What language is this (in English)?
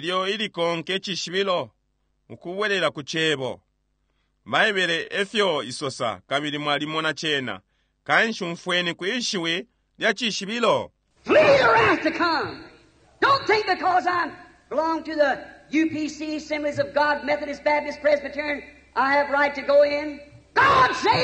Bemba